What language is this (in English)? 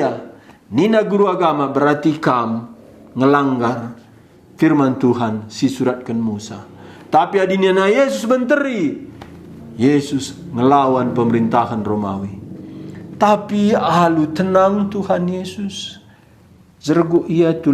Batak Karo